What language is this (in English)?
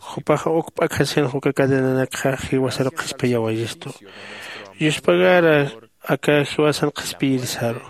Aymara